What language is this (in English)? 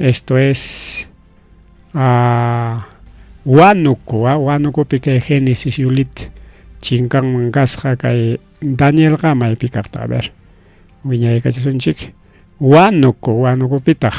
Ayacucho Quechua